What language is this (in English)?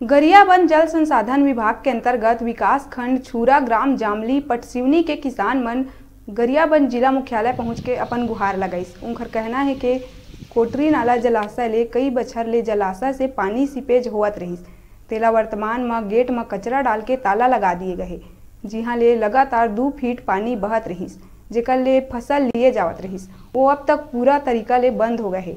Chhattisgarhi